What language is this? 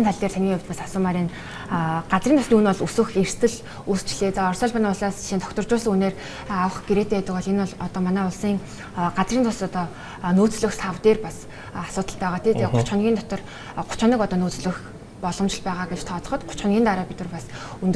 Mongolian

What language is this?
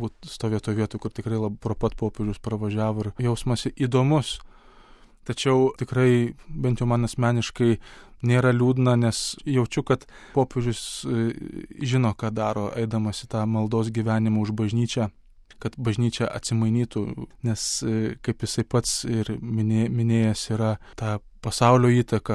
Lithuanian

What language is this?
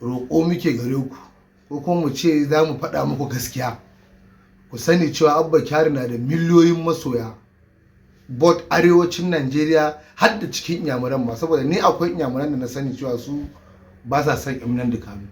Hausa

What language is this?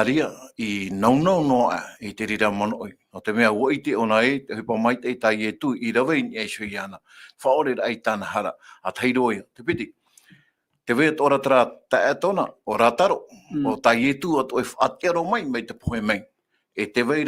Tahitian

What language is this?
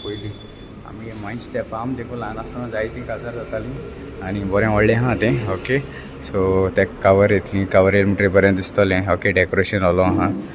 Konkani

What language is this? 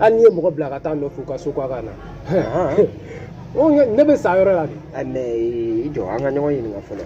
Bambara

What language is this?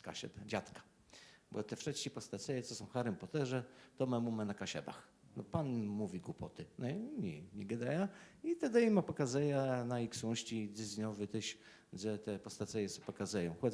Kashubian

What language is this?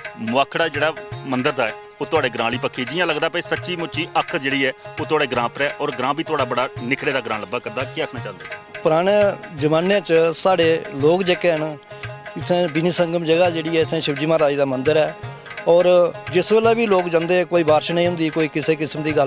Dogri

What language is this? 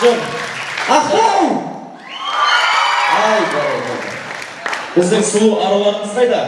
Kara-Kalpak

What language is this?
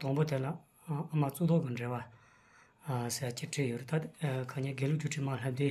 Tibetan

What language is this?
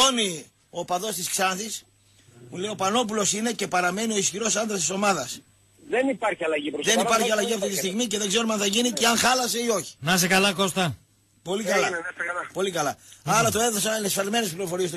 Greek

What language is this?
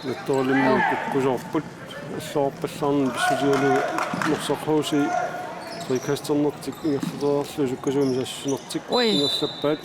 Kalaallisut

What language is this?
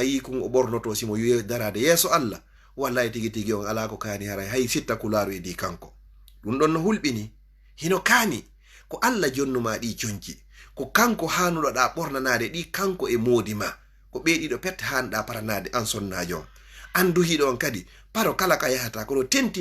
Fula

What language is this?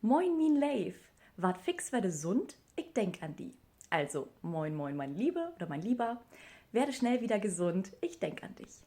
Low German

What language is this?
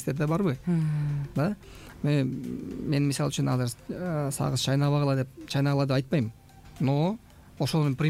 Kyrgyz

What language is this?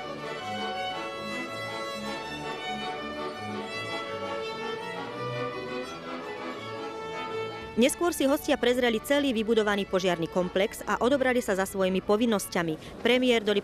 Slovak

